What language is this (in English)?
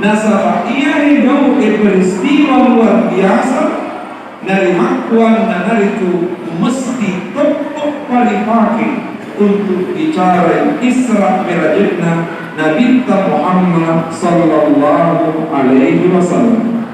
Buginese